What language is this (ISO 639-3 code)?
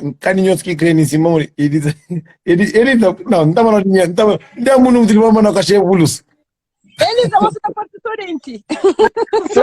kea